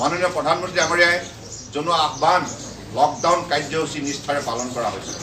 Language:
Assamese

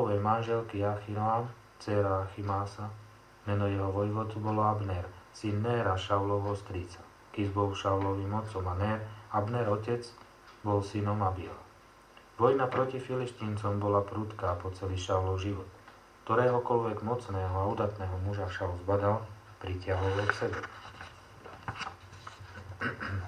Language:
Slovak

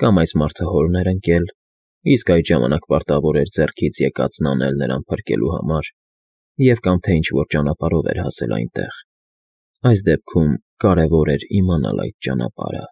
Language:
Armenian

